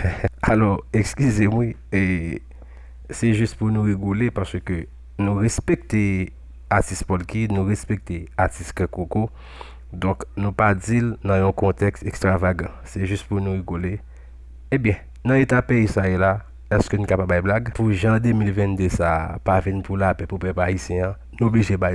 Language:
Haitian Creole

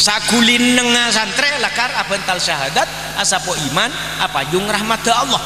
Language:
Madurese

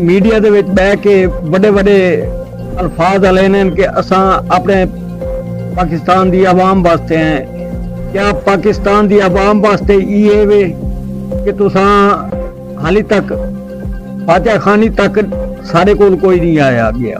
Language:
Saraiki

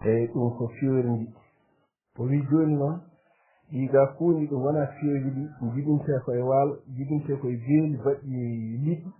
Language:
Fula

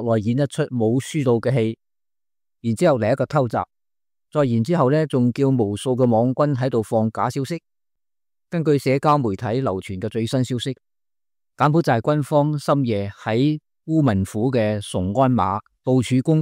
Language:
Cantonese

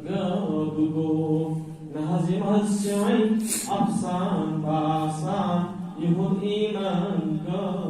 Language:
Kashmiri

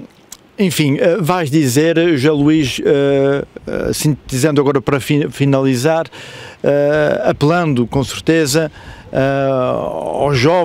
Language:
Portuguese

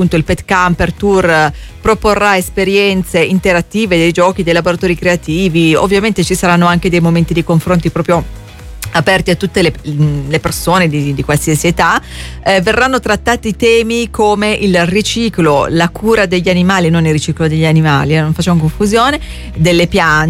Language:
Italian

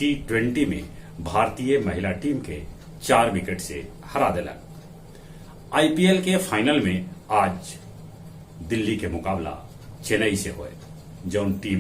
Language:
Magahi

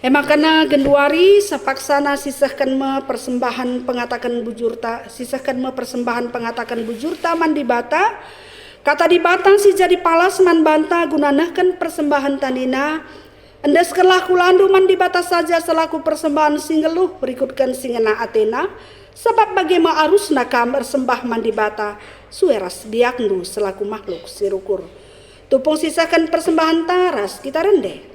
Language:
Batak Karo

